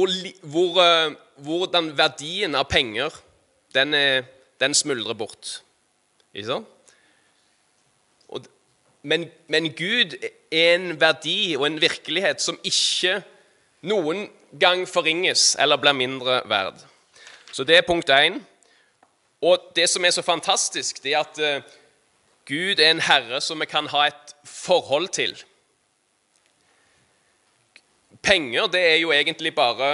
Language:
Norwegian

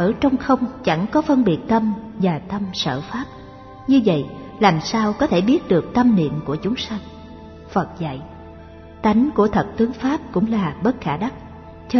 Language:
Vietnamese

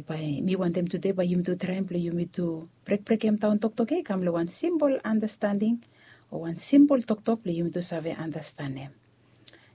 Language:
Bislama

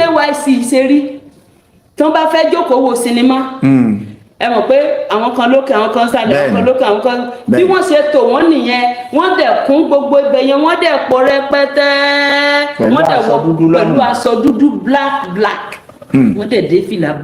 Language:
Yoruba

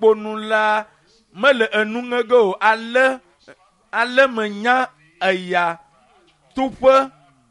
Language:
Ewe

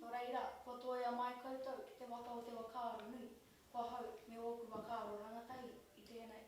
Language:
Māori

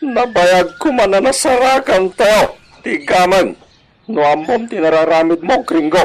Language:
Iloko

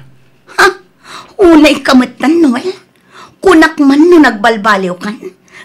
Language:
Iloko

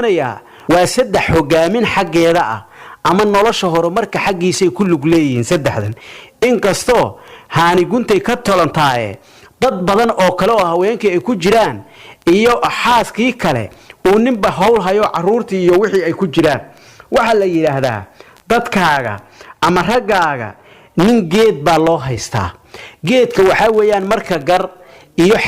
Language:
Somali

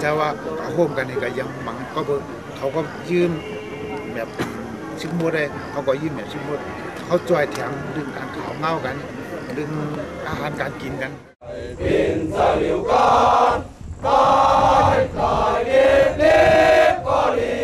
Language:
Shan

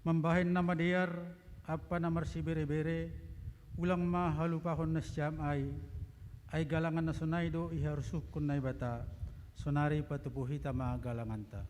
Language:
Batak Simalungun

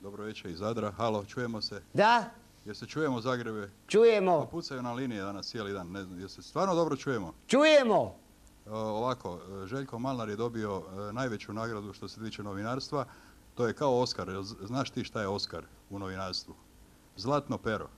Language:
Croatian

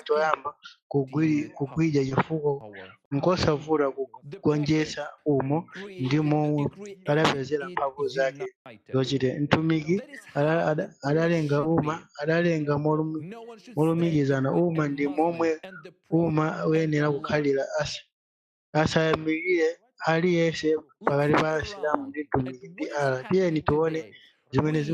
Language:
Nyanja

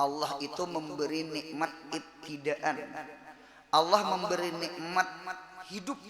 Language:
Banjar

